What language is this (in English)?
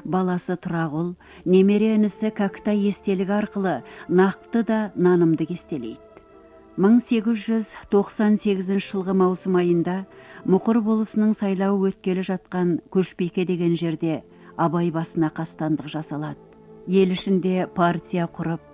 Kazakh